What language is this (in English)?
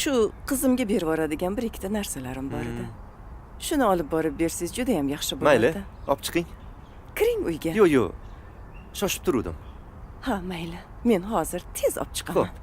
Uzbek